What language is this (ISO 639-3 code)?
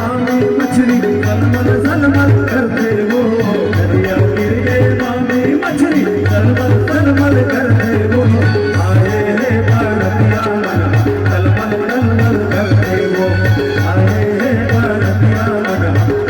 hne